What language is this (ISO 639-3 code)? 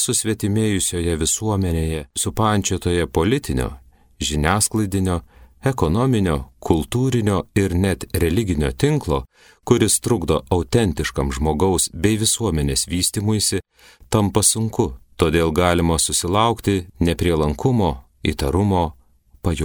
lit